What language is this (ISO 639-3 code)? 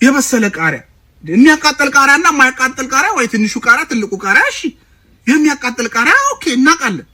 amh